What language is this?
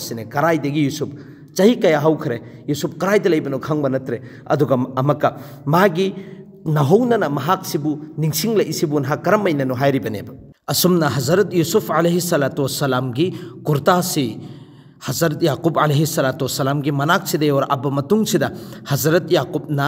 Manipuri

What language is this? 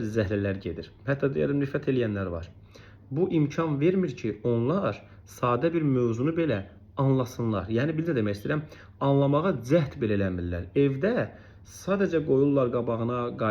Azerbaijani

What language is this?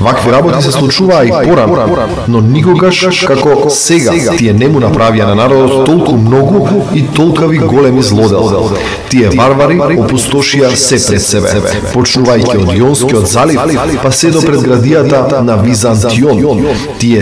Macedonian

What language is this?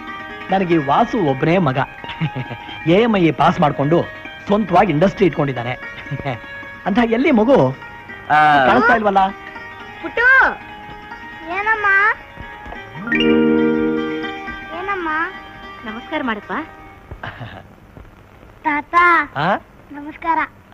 Kannada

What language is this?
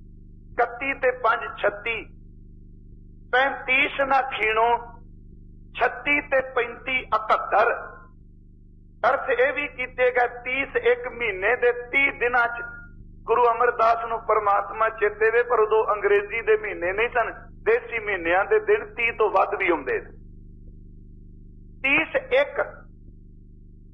Punjabi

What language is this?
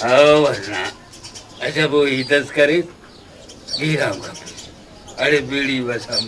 Brahui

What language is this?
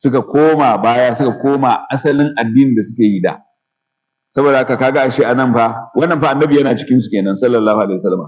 Hausa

